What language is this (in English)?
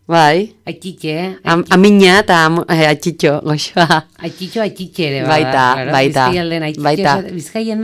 Basque